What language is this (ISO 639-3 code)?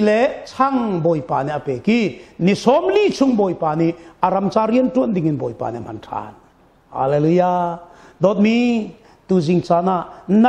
cnh